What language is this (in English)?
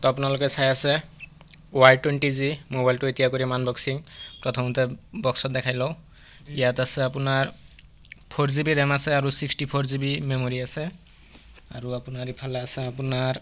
Assamese